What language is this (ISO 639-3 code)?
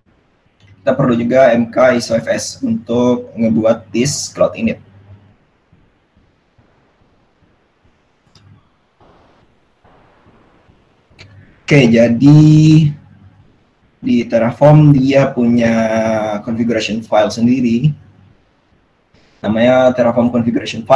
ind